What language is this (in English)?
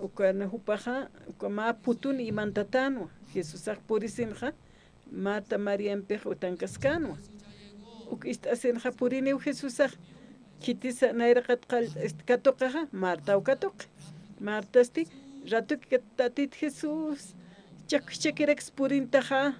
Aymara